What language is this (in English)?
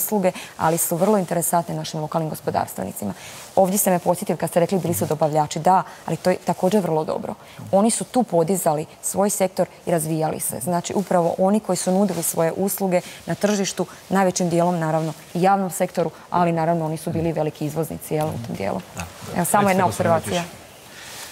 Croatian